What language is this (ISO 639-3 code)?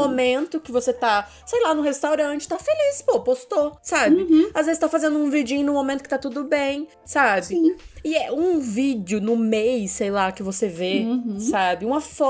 por